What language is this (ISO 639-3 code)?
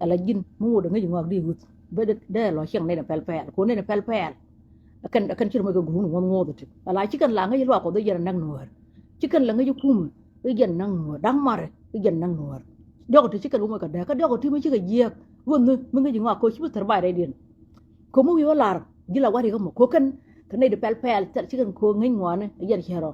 nus